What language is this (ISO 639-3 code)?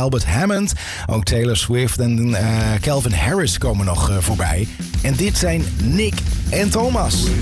nld